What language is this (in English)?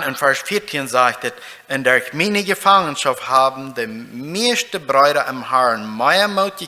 Plautdietsch